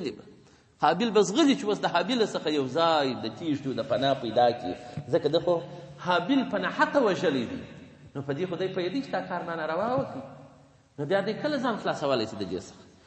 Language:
Pashto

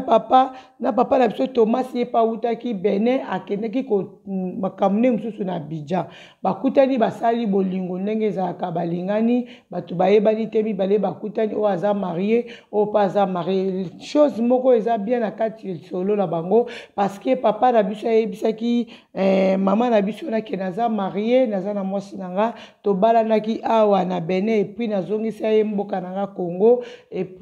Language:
Lingala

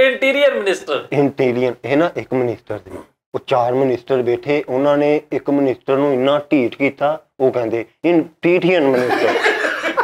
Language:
Punjabi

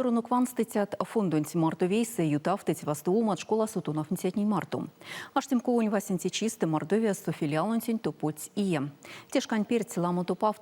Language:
Erzya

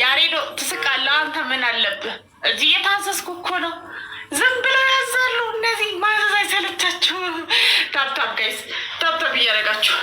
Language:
Amharic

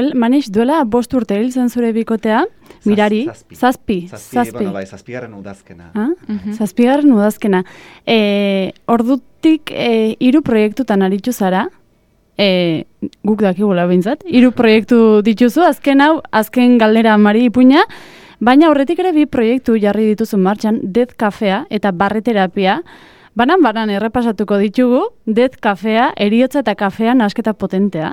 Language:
Basque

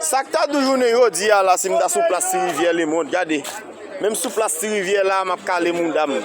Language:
Haitian Creole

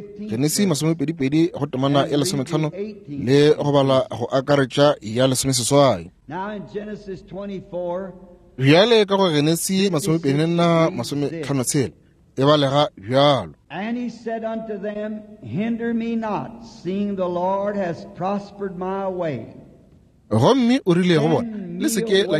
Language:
Northern Sotho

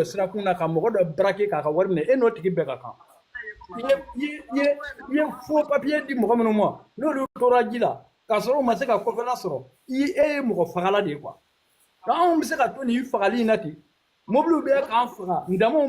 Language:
Bambara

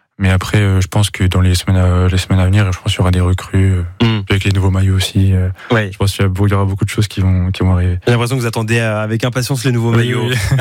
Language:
French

